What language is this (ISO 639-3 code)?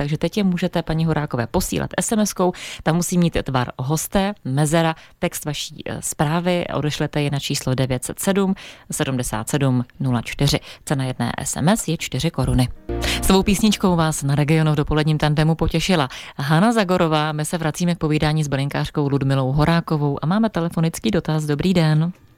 ces